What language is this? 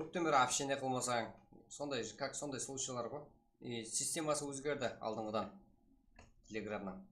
Kara-Kalpak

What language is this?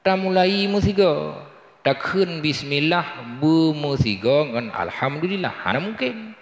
Achinese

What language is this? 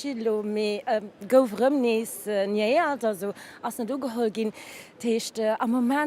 Luxembourgish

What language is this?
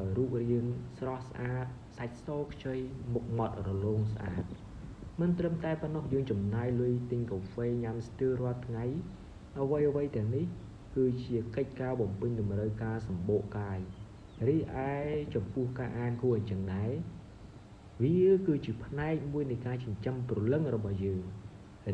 Khmer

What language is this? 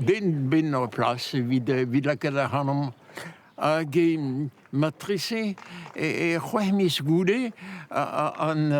Breton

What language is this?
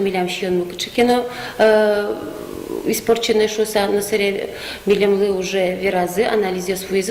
Udmurt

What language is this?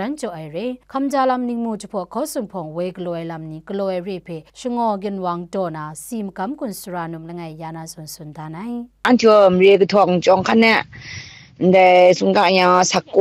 Kachin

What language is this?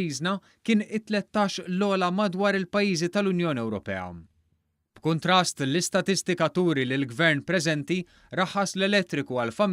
Maltese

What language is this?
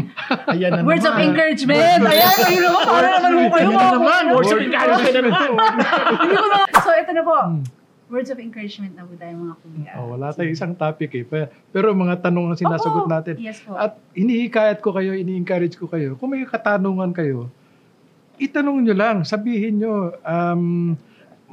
Filipino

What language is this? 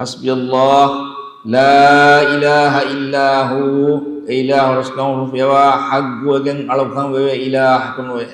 Divehi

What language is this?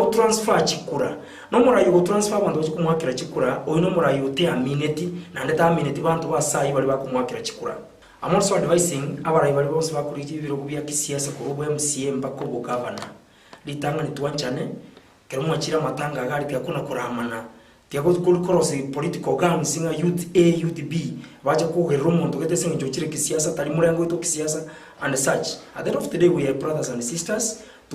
Gusii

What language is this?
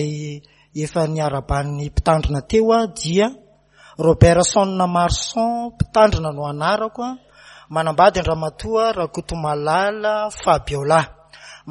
Malagasy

